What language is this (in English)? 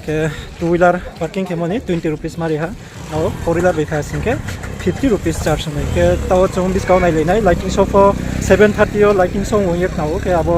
Riang (India)